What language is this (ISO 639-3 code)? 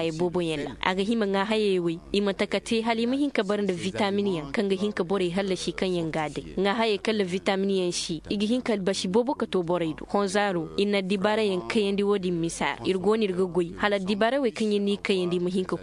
dje